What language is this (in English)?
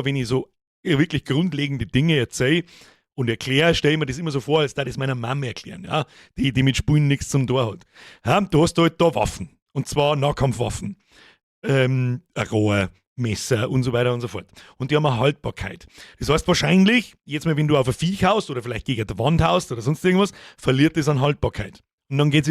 Bavarian